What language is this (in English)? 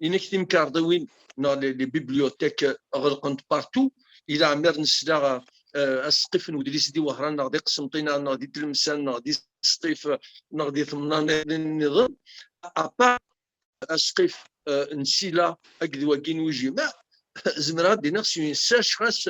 Kabyle